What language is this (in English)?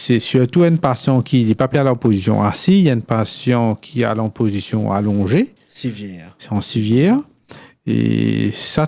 Morisyen